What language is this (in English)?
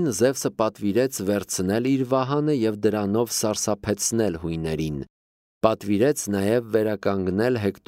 Armenian